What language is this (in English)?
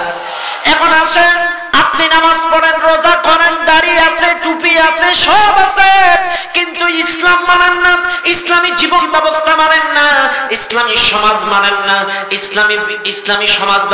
Bangla